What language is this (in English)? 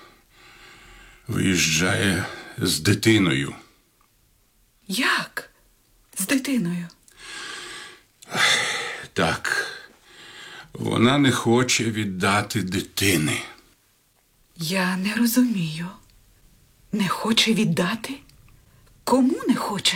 Ukrainian